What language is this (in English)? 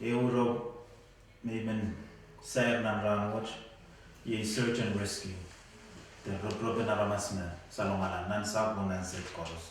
Pohnpeian